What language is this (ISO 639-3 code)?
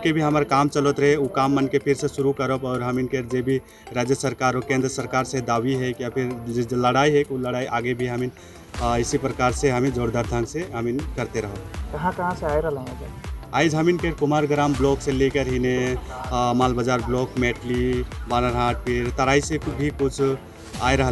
sck